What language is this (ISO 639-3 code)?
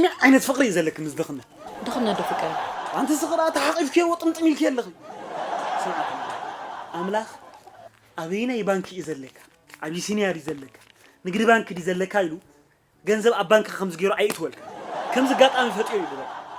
tir